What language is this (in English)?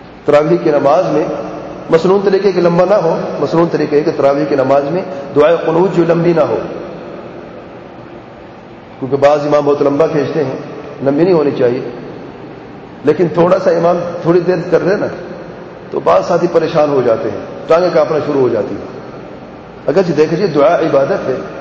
Urdu